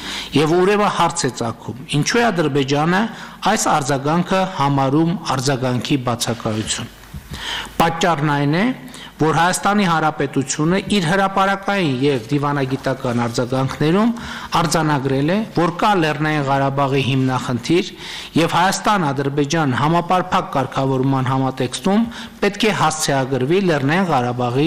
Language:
Armenian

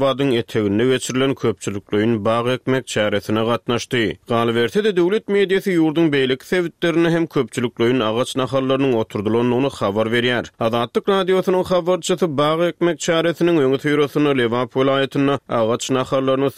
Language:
Turkmen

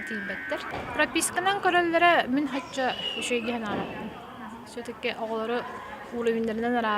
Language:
Yakut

